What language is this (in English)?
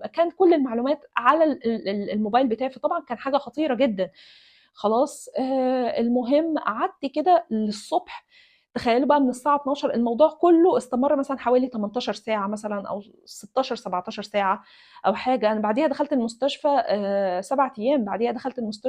Egyptian Arabic